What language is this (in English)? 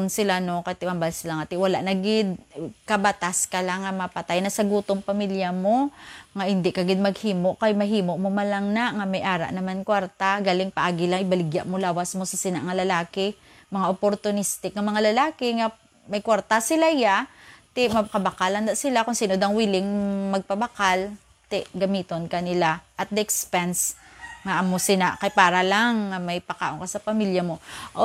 Hiligaynon